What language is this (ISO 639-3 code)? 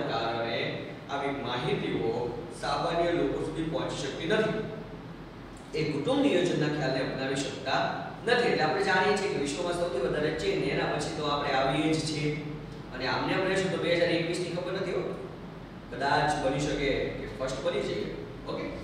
guj